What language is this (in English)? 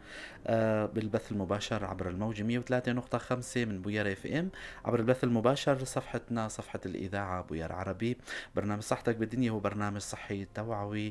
North Levantine Arabic